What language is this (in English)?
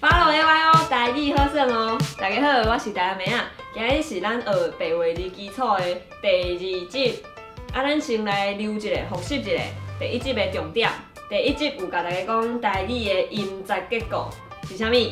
Min Nan Chinese